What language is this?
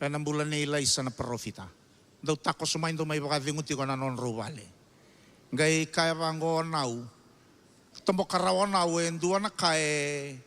Fijian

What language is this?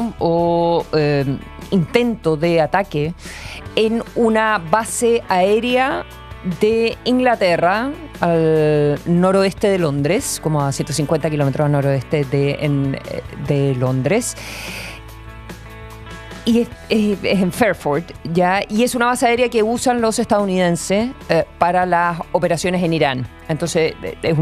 Spanish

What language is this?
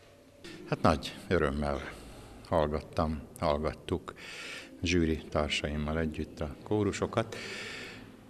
Hungarian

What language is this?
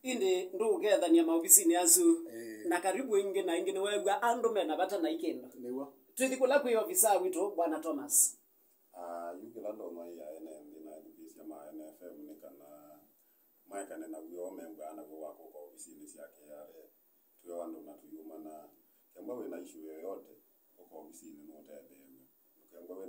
Kamba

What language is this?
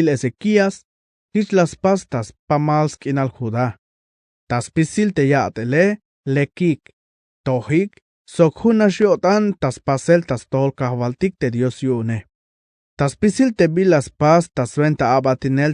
Tzeltal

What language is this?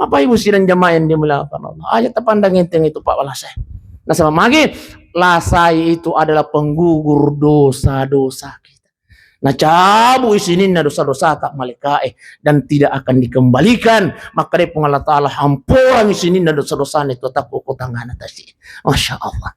Buginese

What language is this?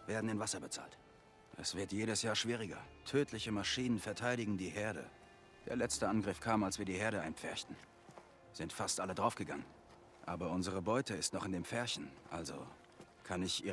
Bavarian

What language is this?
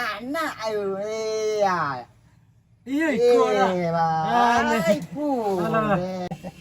Minangkabau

